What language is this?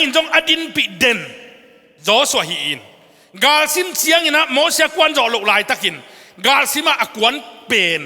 Tedim Chin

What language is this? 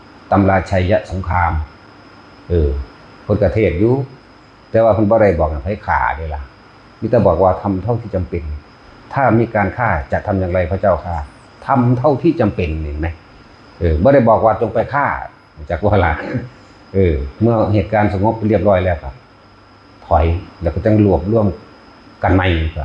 Northeastern Thai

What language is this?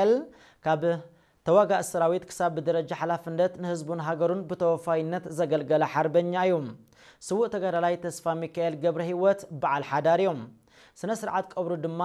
Tigrinya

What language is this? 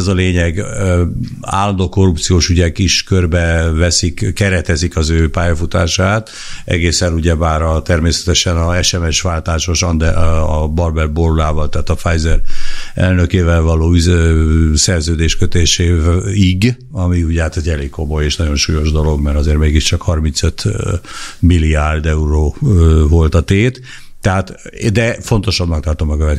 Hungarian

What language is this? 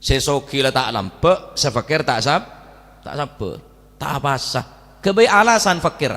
Madurese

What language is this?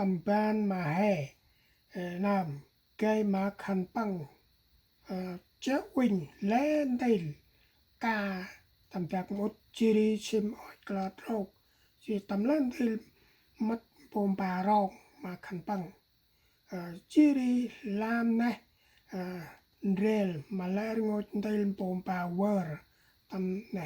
Central Mnong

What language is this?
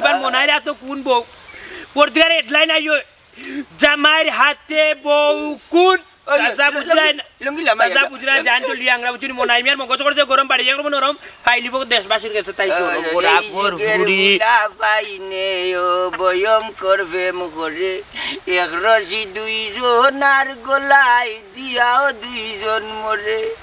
Sylheti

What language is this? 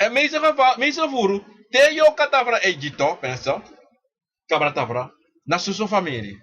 Sranan Tongo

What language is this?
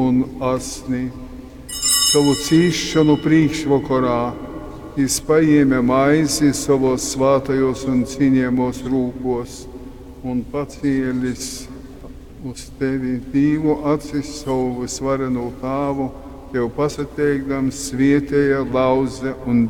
Latgalian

